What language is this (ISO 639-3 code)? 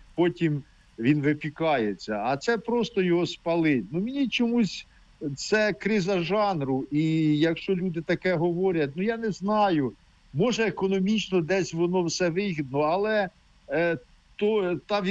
ukr